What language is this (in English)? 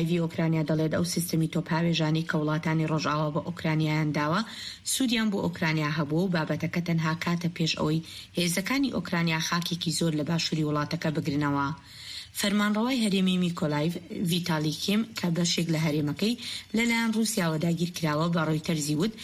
Central Kurdish